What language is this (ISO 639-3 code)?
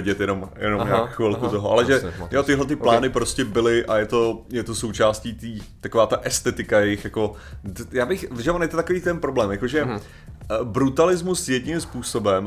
ces